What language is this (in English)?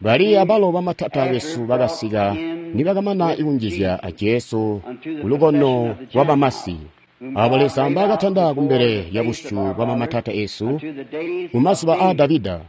Tonga (Zambia)